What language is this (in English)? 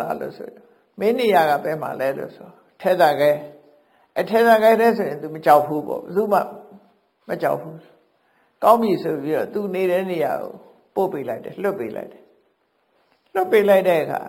Burmese